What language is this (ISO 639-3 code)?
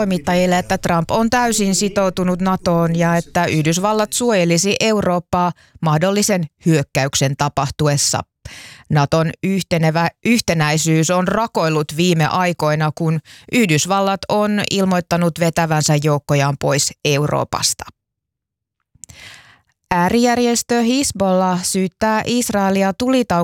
fin